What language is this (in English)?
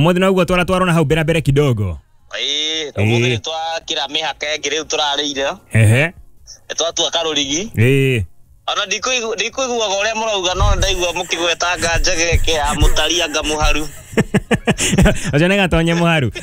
Kikuyu